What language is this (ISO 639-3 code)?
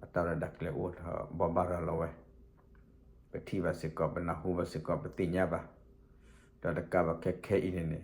ksw